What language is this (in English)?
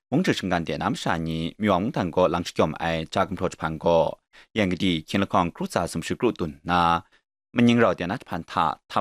Kachin